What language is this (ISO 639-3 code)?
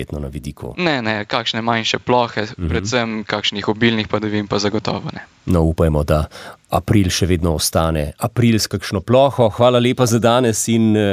slv